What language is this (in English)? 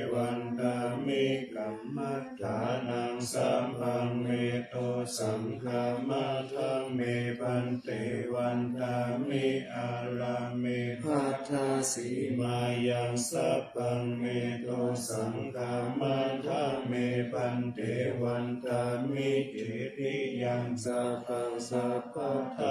Pali